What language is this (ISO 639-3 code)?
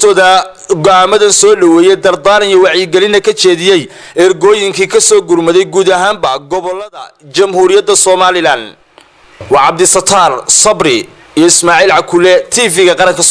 som